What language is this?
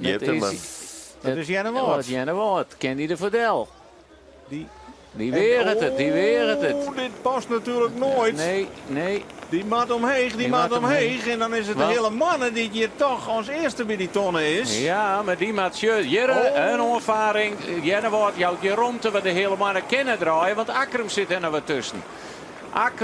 Western Frisian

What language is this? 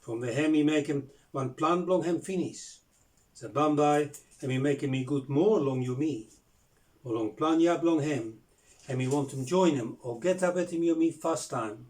Bislama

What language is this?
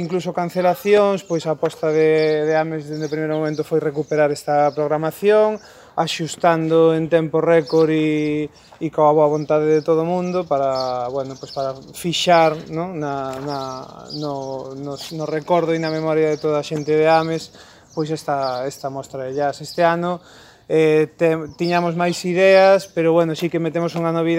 Galician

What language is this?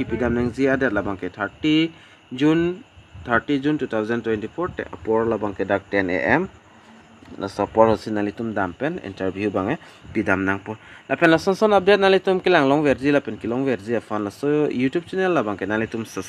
Karbi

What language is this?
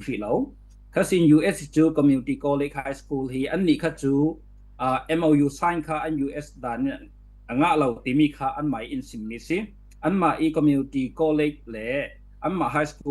Falam Chin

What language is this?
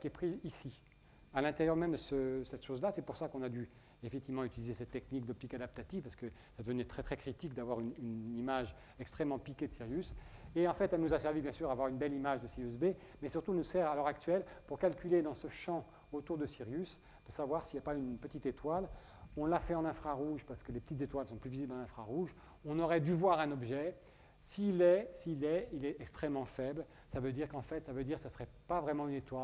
French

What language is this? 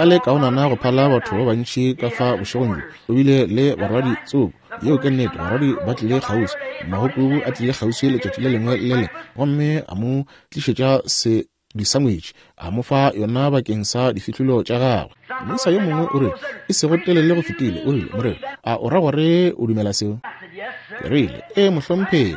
Northern Sotho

